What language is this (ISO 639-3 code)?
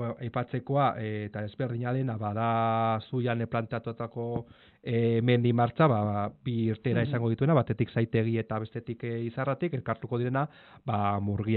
eus